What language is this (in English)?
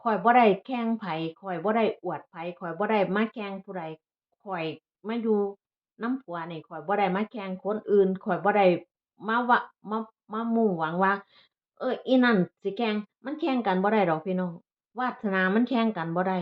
Northeastern Thai